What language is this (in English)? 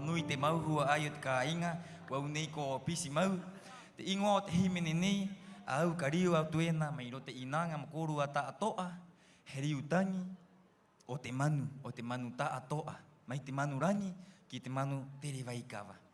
Rapanui